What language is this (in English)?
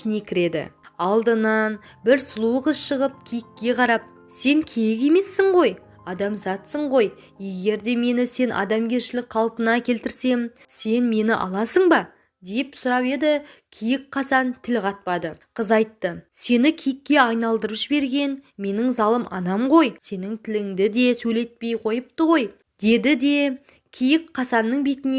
Kazakh